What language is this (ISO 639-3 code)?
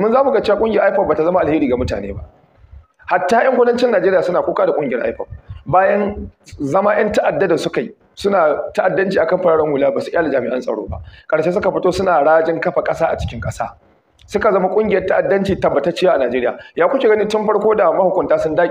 hau